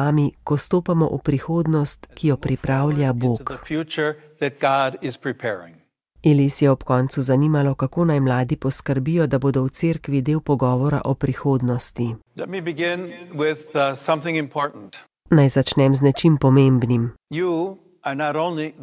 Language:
Slovenian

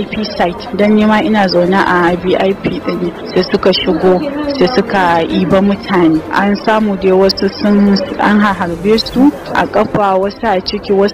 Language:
Hausa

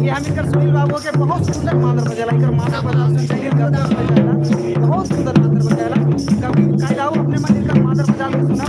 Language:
Sadri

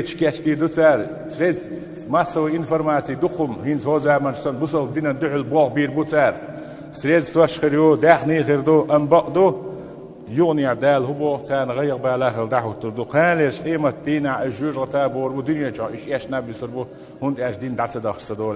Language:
Chechen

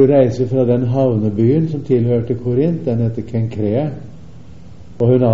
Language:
Norwegian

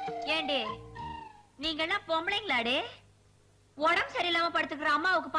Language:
Tamil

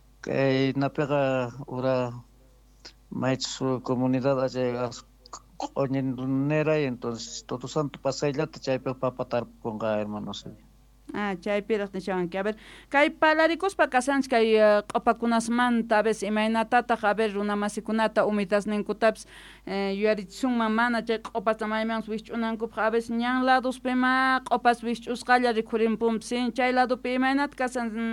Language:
South Bolivian Quechua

